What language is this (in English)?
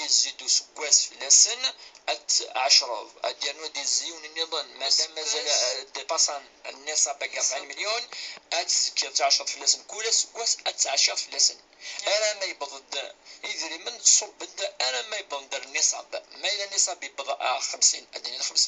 Kabyle